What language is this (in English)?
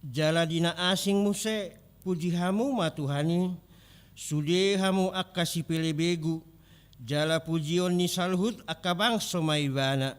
Batak Toba